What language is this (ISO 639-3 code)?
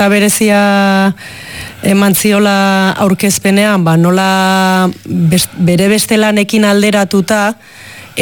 eus